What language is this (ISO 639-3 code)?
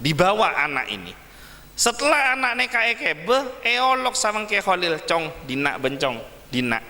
mad